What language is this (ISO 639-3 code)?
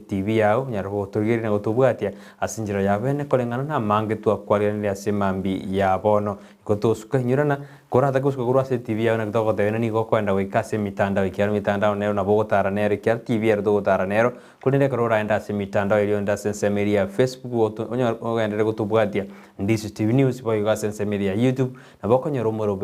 guz